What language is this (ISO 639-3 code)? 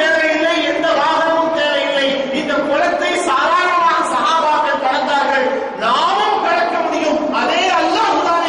tam